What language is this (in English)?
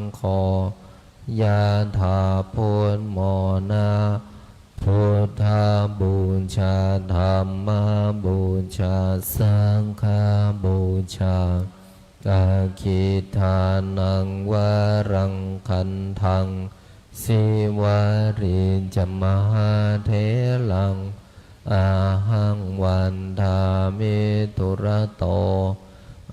Pali